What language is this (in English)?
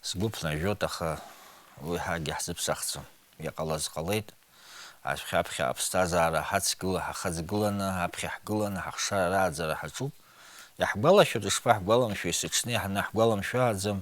Abkhazian